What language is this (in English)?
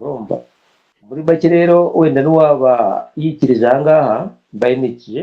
Kinyarwanda